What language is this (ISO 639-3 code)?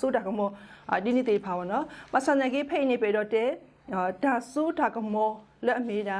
ksw